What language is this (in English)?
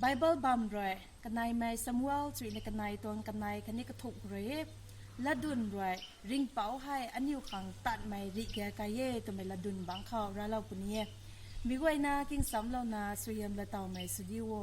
Rongmei Naga